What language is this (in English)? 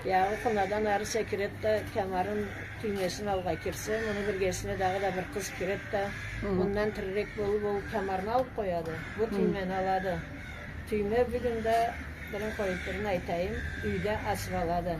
Karachay-Balkar